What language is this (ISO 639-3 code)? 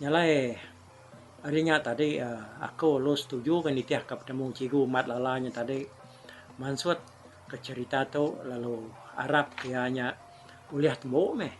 iba